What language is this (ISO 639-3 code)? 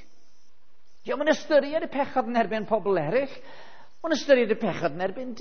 cym